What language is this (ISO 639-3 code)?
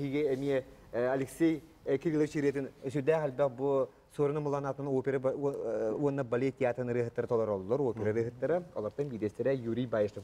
sah